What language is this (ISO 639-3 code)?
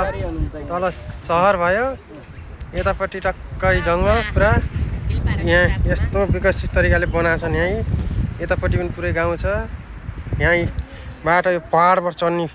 nep